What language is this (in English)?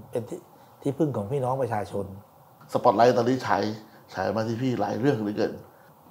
Thai